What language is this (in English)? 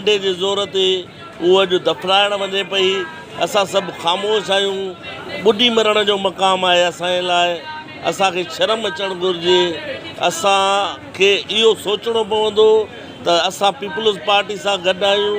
Sindhi